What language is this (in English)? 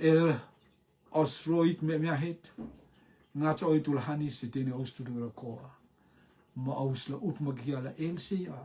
Rotuman